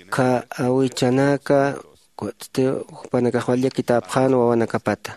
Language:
Aymara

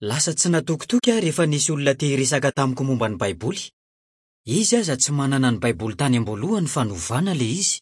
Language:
Malagasy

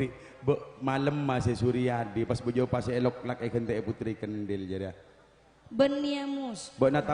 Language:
Madurese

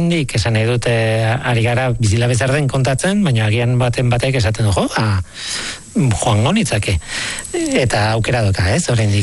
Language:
Basque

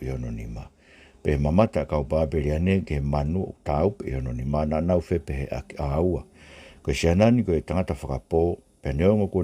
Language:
Tongan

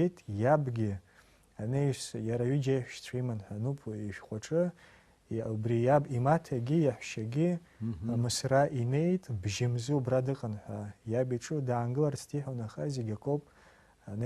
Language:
Abkhazian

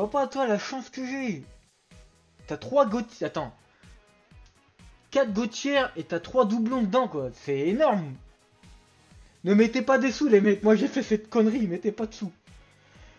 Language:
French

